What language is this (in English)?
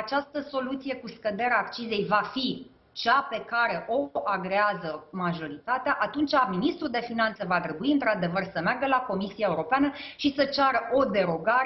Romanian